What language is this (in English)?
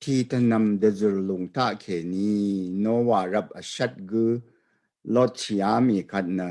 Rawang